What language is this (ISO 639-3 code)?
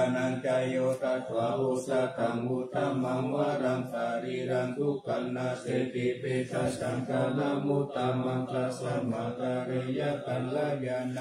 pli